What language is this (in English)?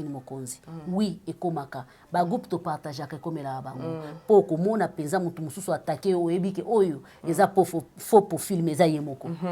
Lingala